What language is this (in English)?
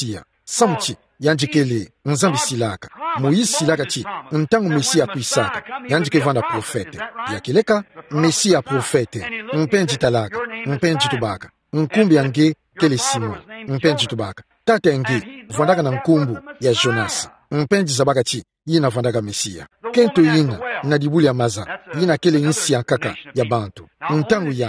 Kituba (Democratic Republic of Congo)